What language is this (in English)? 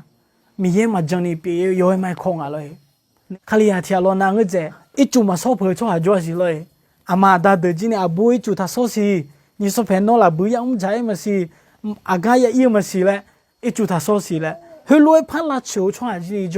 Akha